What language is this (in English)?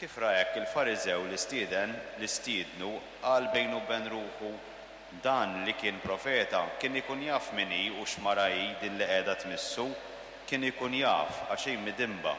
Maltese